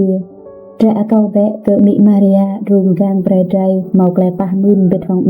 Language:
Rade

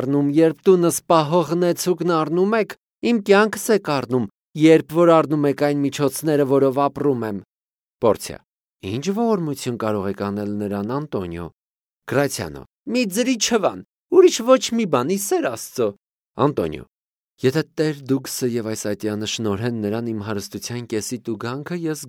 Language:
Armenian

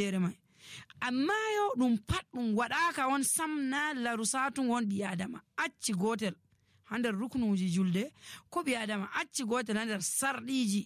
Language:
Nigerian Fulfulde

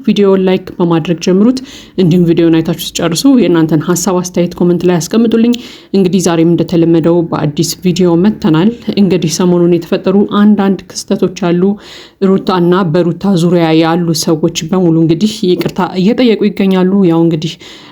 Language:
Amharic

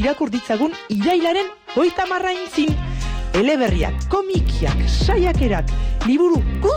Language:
Basque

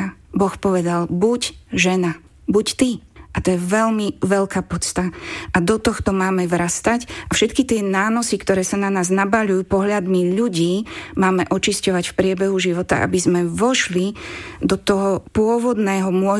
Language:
Slovak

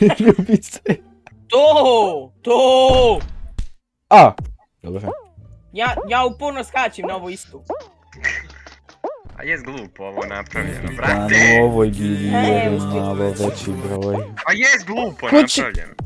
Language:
Bosnian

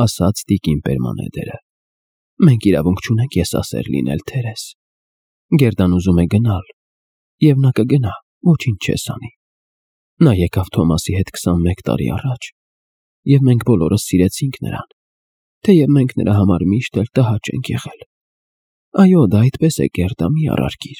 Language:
Armenian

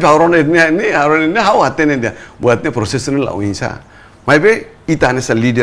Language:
Tetum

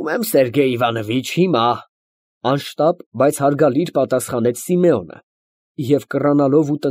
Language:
Armenian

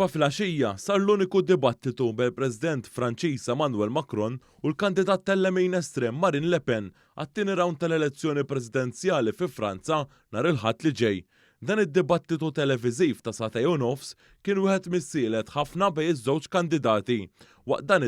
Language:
Maltese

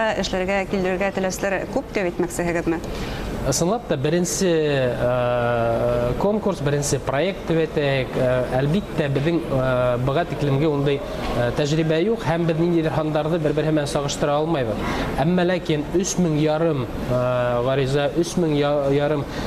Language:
Bashkir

